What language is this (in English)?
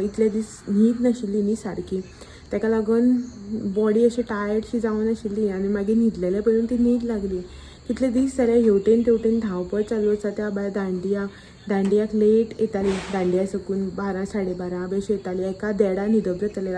Konkani